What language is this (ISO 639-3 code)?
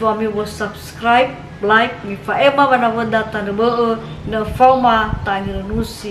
nia